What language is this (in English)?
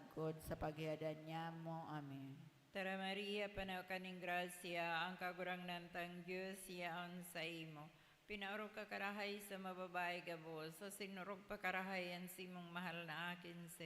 Bikol